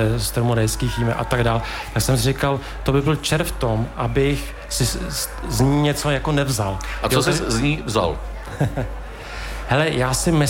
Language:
Czech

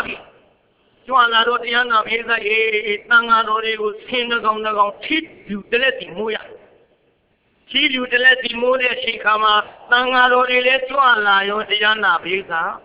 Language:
Burmese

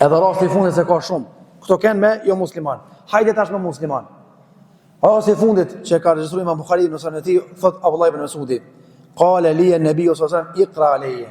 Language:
Albanian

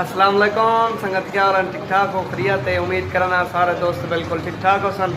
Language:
Saraiki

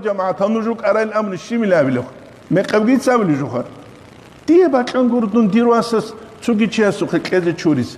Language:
Avaric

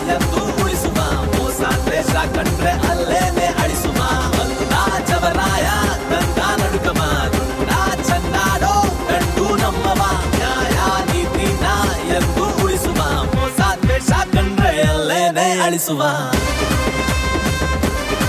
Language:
Kannada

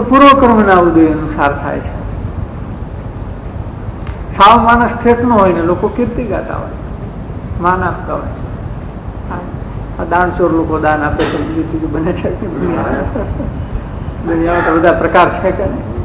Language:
Gujarati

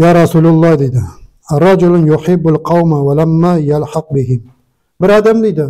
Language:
Nogai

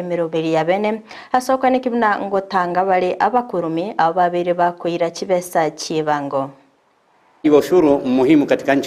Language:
Gusii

